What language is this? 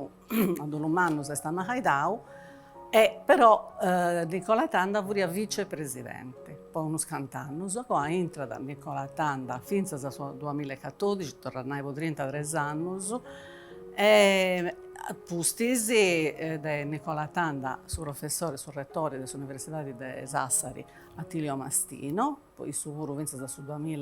Sardinian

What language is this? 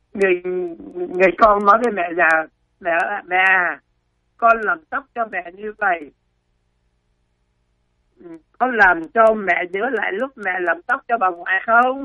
Vietnamese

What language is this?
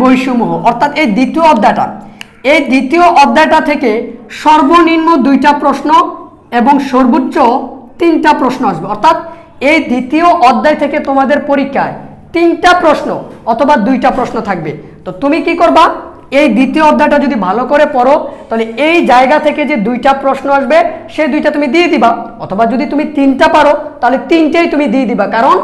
Bangla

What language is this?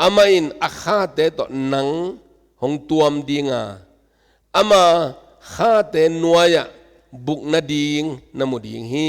Tedim Chin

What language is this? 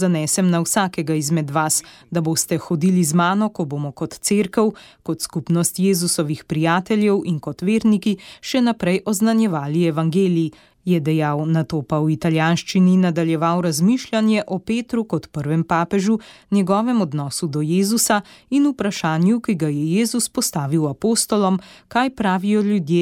Slovenian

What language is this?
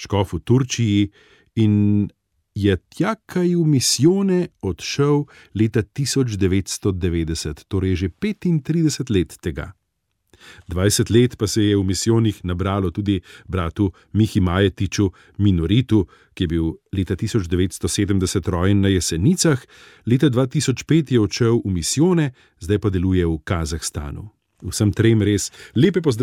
Slovenian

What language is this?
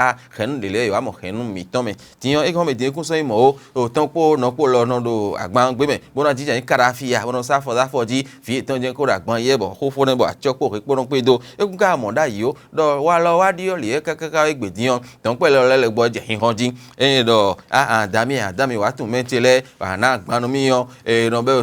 Fon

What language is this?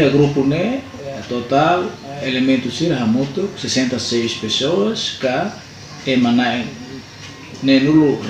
Tetum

